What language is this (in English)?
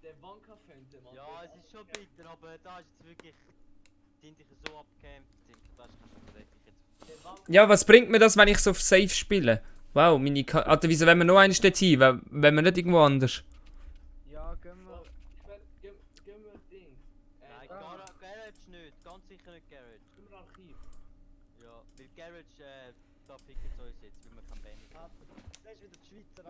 Swiss German